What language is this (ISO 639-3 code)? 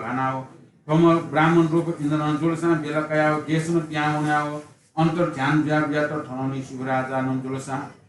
new